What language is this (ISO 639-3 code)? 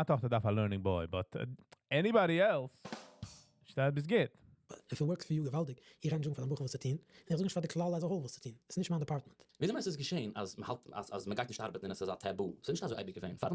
yid